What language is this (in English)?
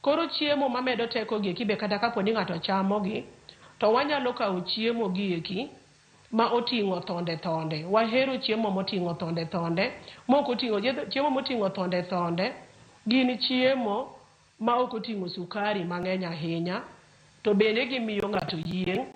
Luo (Kenya and Tanzania)